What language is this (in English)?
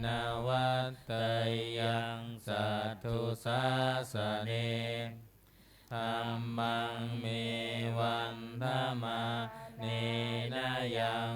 Pali